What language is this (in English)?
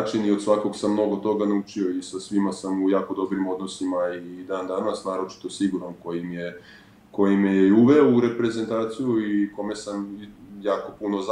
Serbian